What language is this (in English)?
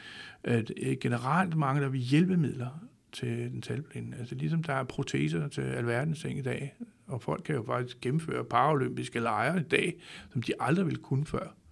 Danish